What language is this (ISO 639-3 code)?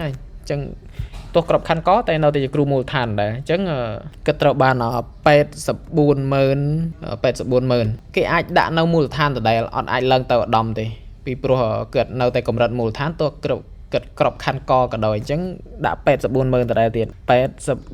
khm